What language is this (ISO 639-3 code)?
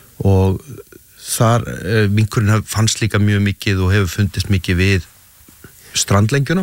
isl